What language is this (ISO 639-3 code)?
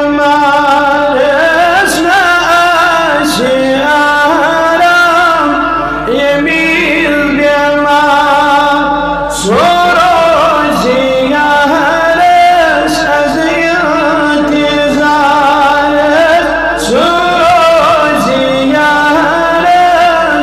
kas